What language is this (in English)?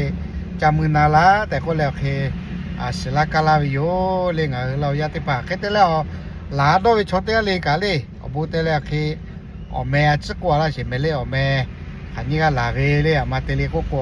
Lahu